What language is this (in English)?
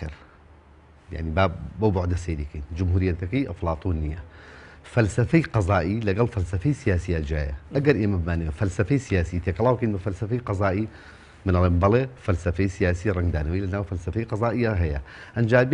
Central Kurdish